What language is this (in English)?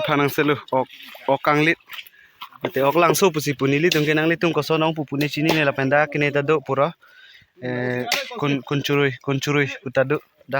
Karbi